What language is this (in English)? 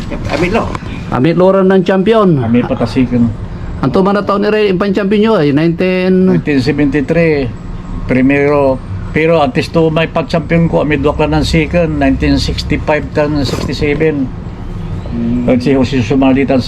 Pangasinan